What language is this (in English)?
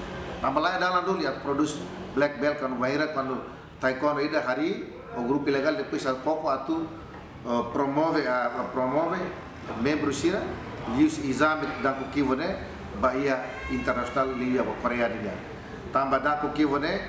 Tetum